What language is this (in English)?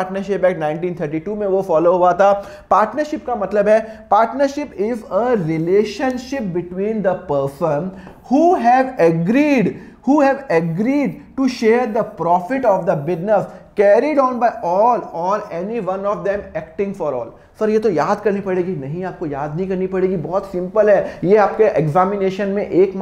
Hindi